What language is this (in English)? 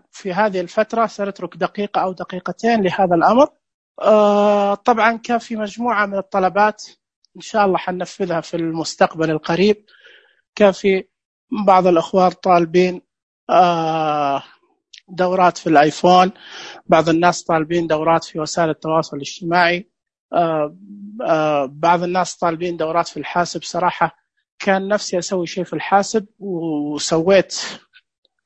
Najdi Arabic